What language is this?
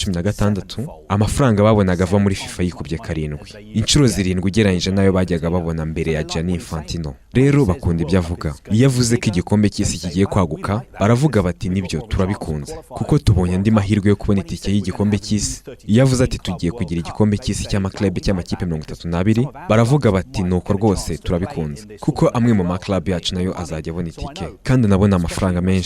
Kinyarwanda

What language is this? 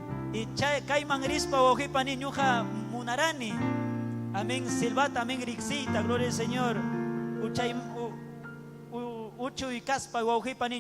Ayacucho Quechua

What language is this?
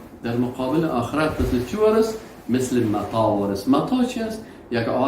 Persian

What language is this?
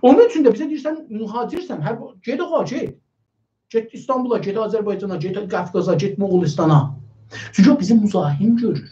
South Azerbaijani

